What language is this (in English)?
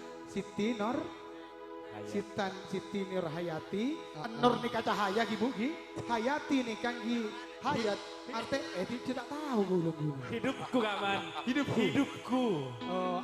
Madurese